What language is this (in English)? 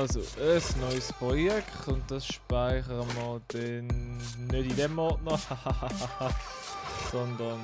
Swiss German